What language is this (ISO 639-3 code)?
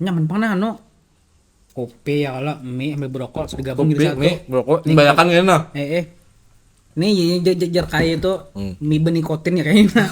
bjn